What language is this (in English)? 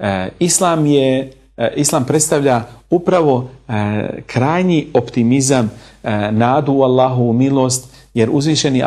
Bosnian